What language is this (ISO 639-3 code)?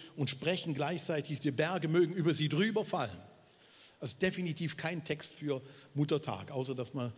gsw